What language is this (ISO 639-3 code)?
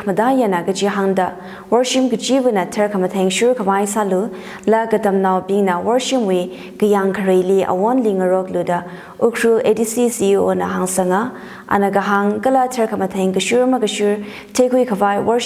nmf